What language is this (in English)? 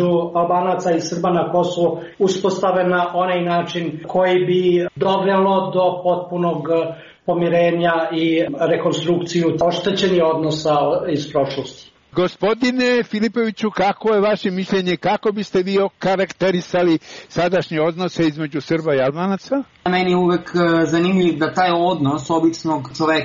Serbian